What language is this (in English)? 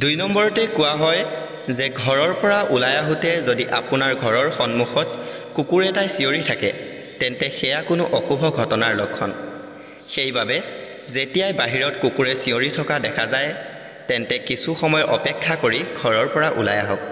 Assamese